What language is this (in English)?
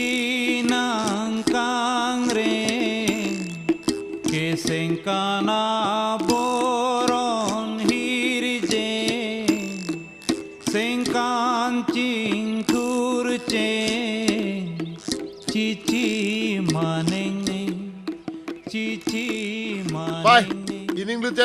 Karbi